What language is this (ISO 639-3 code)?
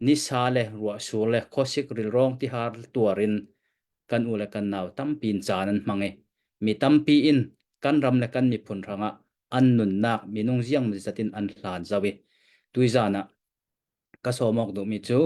cnh